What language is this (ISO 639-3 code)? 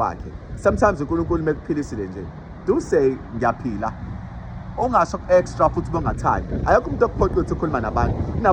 zul